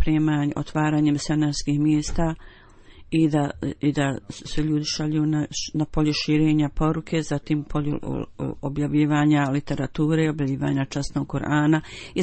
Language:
Bosnian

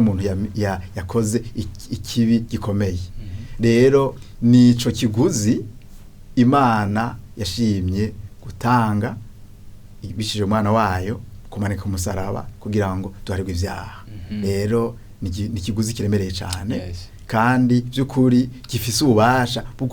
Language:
Rundi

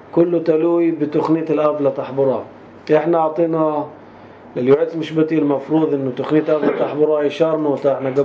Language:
North Levantine Arabic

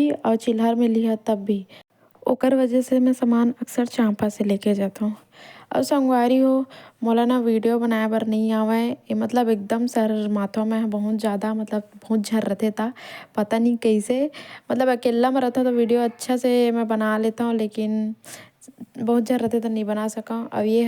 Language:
Chhattisgarhi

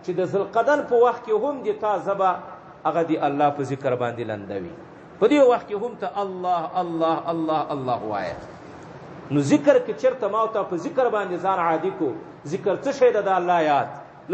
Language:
Pashto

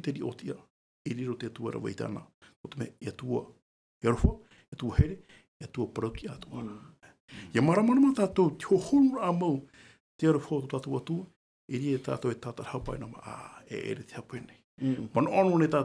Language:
Tahitian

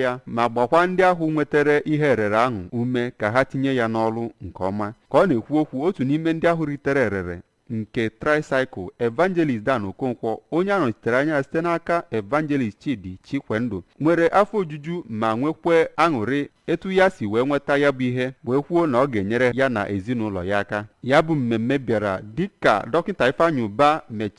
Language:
Igbo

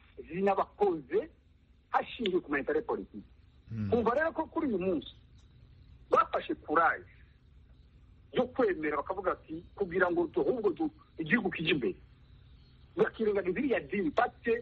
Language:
Kinyarwanda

